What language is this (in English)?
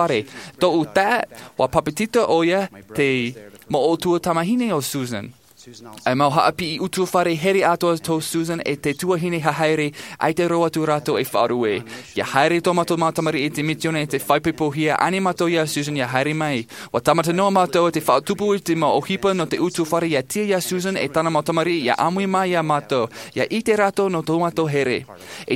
Tahitian